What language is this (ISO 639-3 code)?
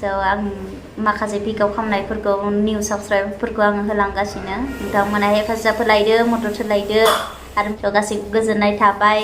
brx